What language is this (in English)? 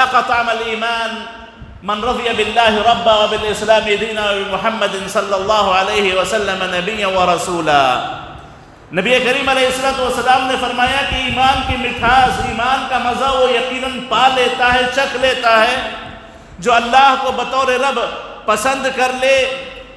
Urdu